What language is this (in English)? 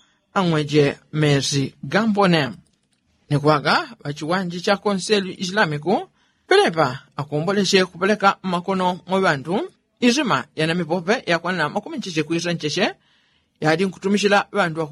Yao